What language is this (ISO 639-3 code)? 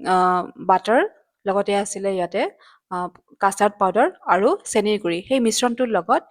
asm